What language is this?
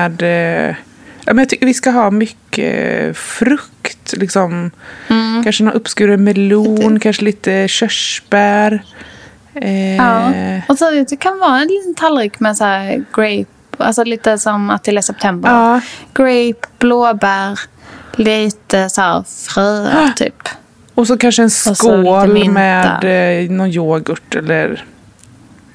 Swedish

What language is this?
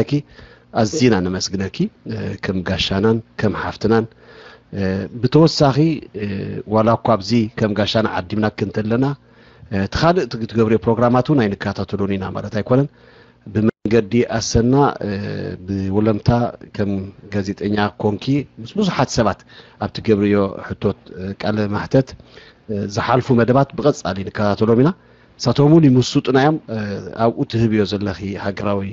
Tigrinya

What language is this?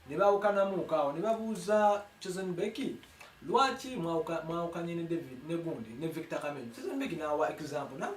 Ganda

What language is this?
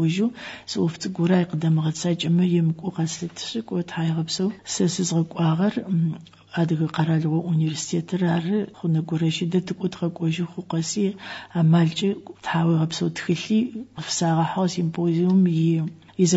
Adyghe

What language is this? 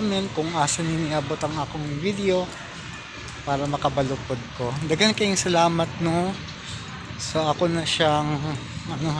Cebuano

